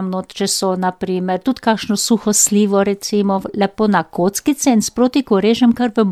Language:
Slovenian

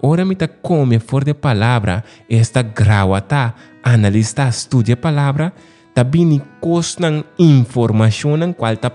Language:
Papiamento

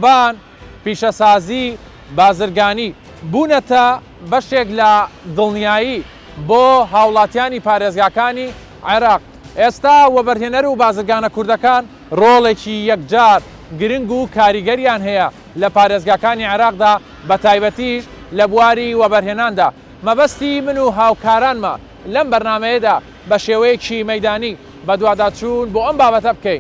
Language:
Central Kurdish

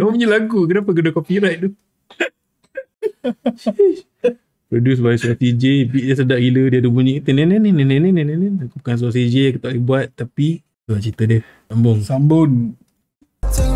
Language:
Malay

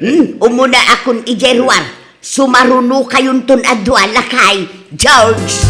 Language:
Iloko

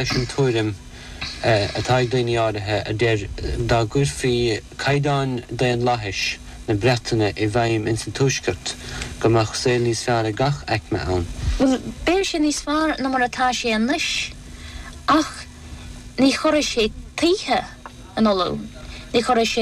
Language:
Irish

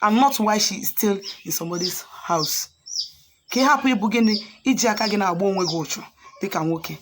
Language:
Igbo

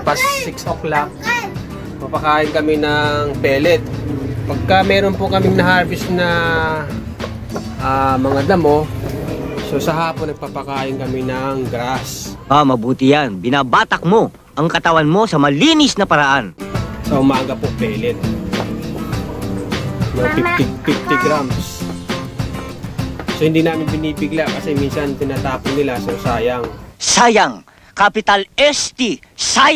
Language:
Filipino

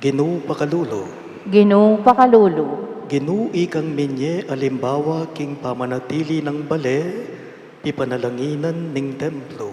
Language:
Pampanga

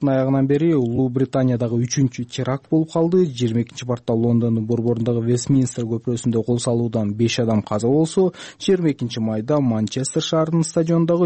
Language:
Kyrgyz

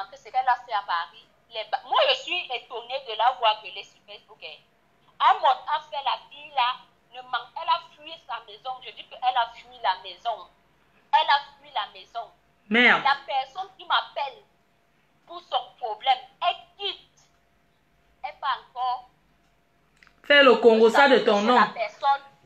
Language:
French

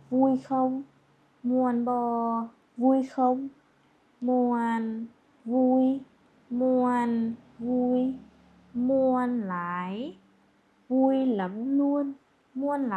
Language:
Lao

